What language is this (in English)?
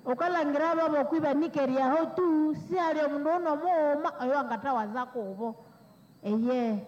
Nande